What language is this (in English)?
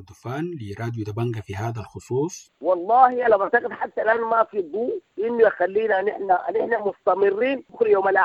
Sudanese Arabic